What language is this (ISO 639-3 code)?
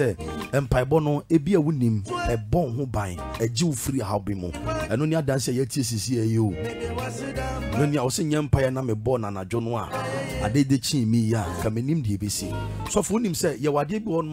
eng